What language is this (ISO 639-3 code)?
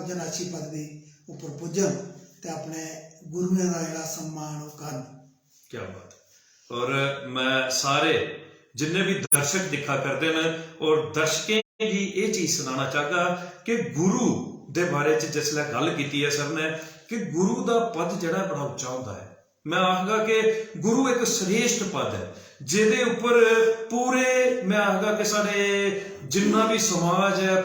doi